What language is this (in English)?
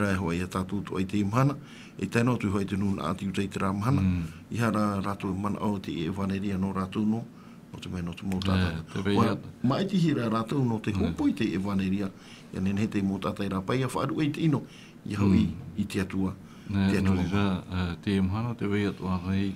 Tahitian